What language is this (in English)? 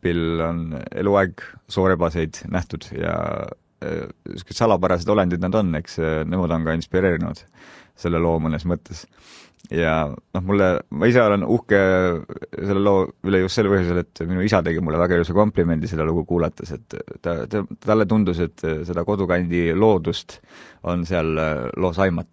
Estonian